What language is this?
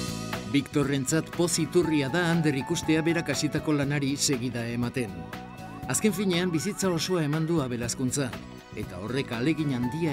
Basque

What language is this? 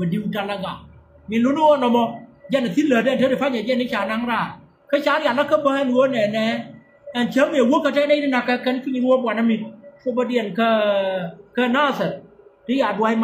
Nuer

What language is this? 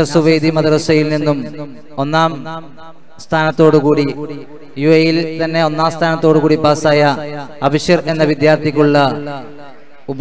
Malayalam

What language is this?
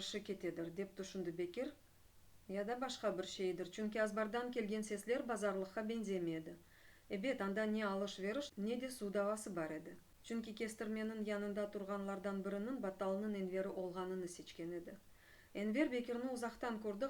Crimean Tatar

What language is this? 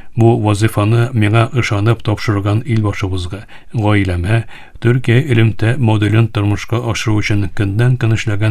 Tatar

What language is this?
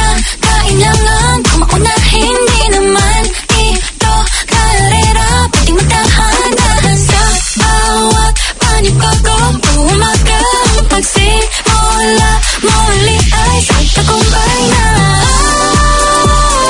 Filipino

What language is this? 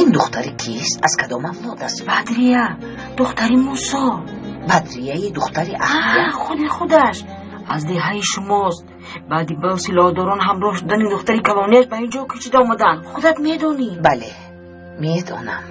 Tajik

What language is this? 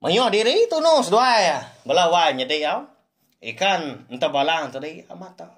Iban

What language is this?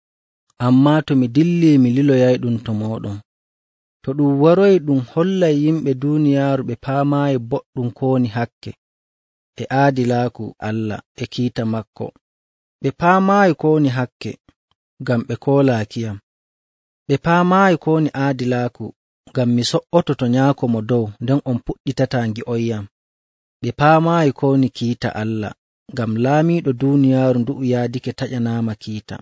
Nigerian Fulfulde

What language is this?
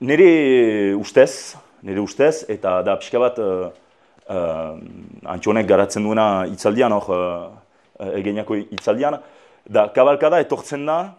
Basque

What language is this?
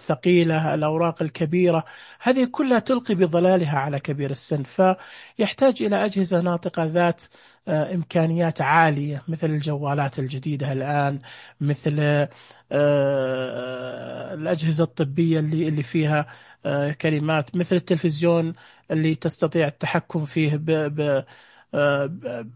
Najdi Arabic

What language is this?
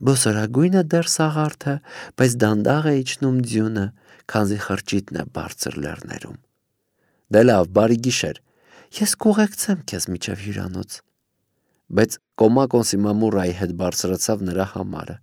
Armenian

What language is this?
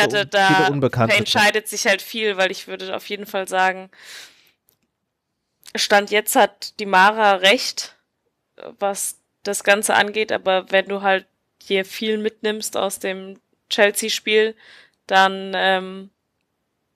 German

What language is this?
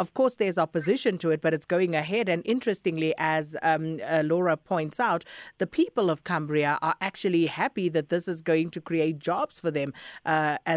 English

